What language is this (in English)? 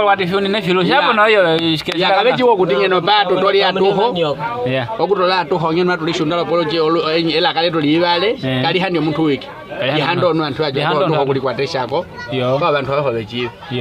Nyaneka